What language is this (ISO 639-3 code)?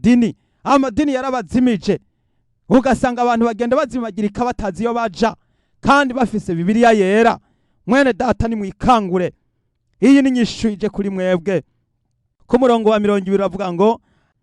run